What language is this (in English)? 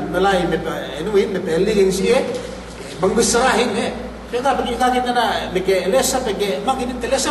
Yakan